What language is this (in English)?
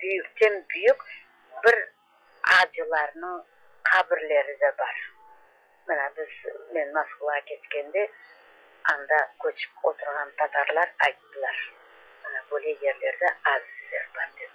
Crimean Tatar